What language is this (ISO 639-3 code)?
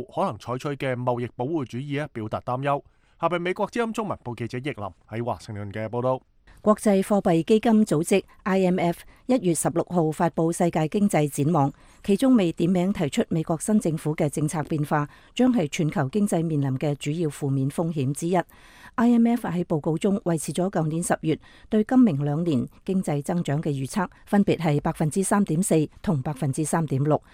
yue